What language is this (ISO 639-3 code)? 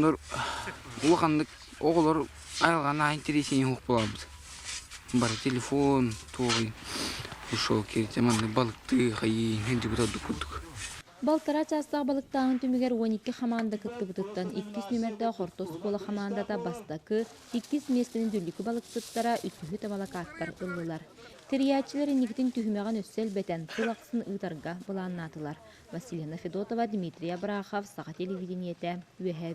sah